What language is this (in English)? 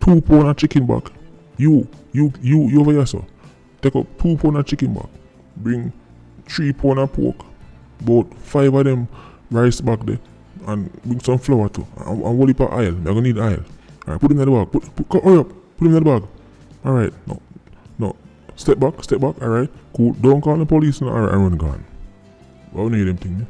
Jamaican Creole English